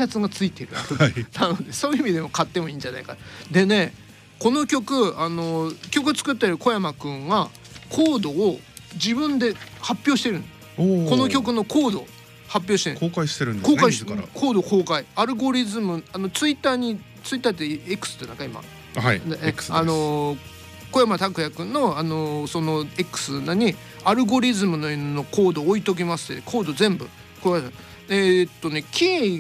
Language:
Japanese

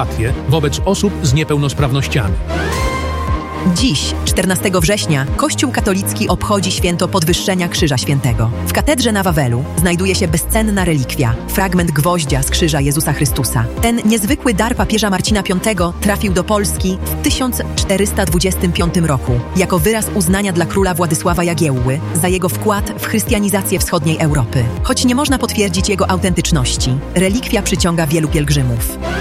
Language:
Polish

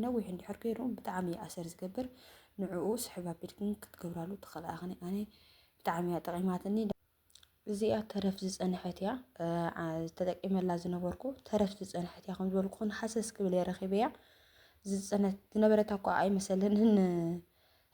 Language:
Tigrinya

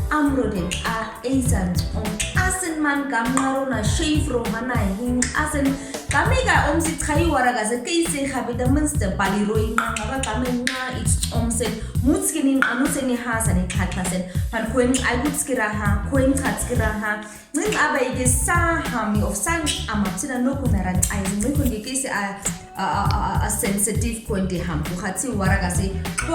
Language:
Nama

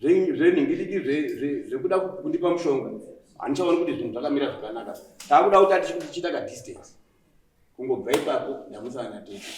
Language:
Shona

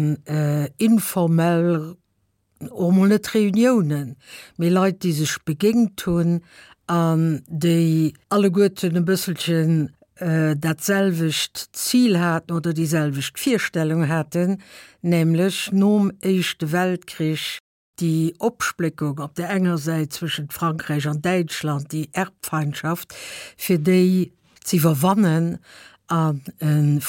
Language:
Luxembourgish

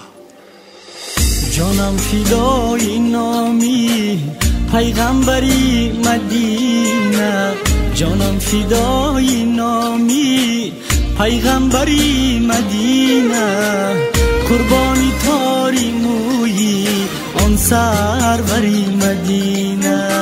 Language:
Persian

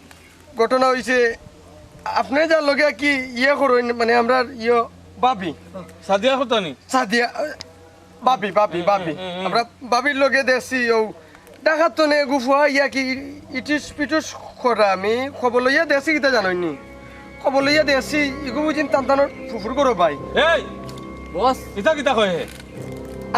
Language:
Sylheti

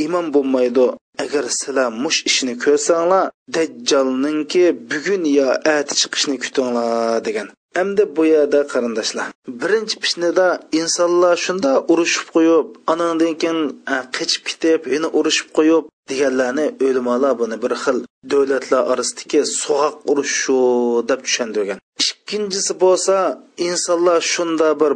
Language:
Uyghur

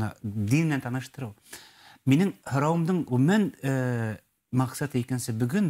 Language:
Bashkir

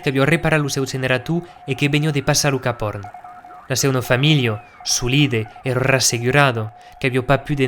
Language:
Occitan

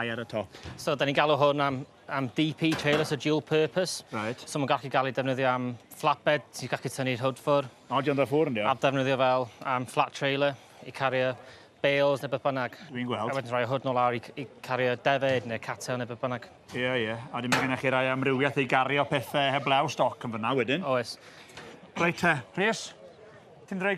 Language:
Welsh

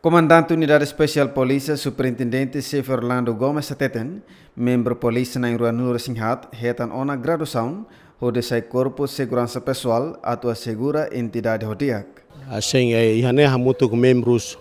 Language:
Tetum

